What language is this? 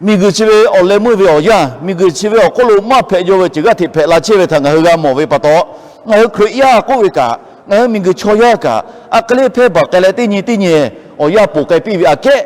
Lahu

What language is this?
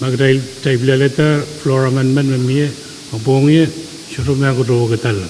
Pohnpeian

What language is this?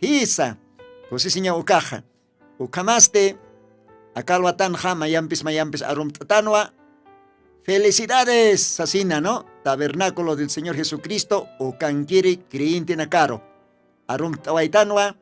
Aymara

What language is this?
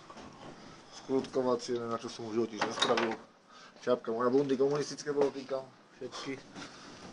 Slovak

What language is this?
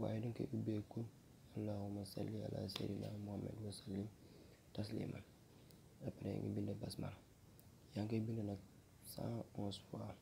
Wolof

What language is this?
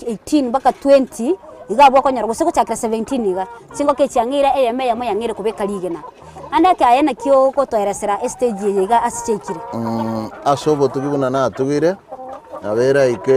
Gusii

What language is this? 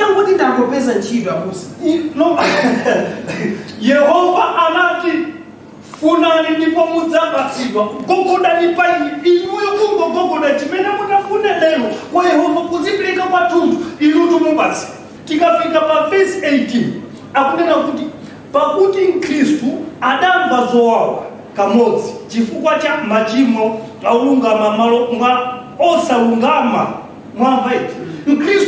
Nyanja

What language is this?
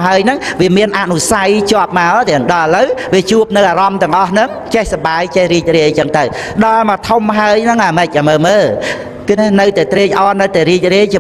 Khmer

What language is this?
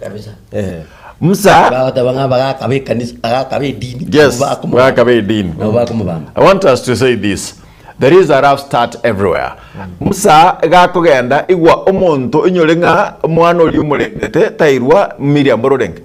Gusii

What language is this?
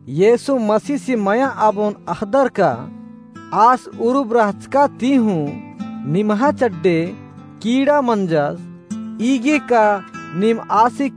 Kurukh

